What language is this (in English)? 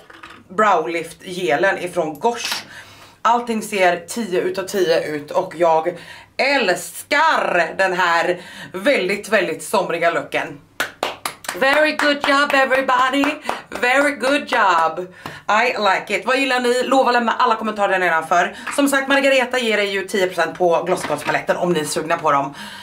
Swedish